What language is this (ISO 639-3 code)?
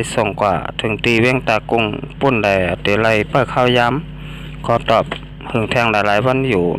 shn